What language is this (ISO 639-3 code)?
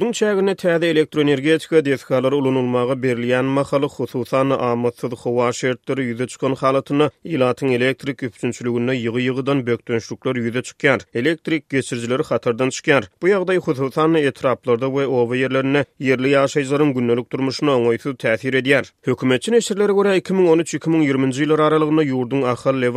tuk